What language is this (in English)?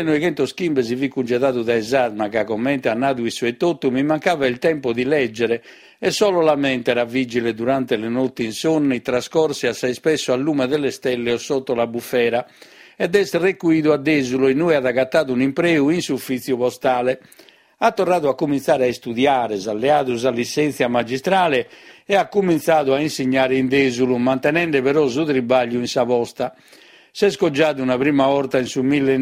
Sardinian